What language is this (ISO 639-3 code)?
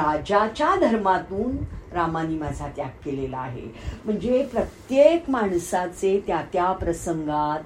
mar